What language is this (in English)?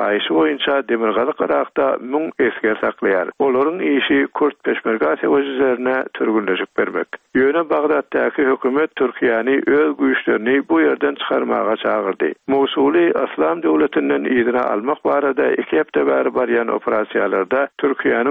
Turkmen